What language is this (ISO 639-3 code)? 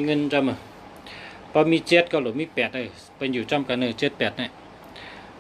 shn